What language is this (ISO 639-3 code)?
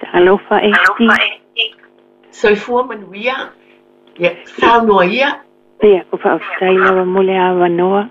smo